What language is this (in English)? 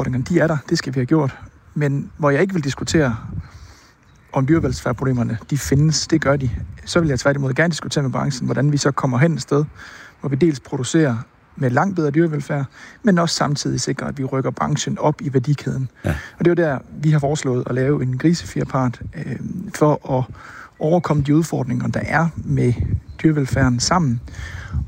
Danish